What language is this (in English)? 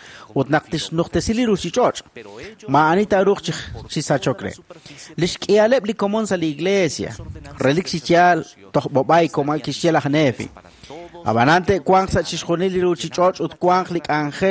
Kekchí